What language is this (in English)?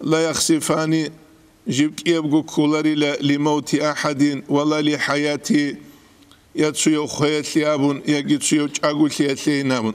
Avaric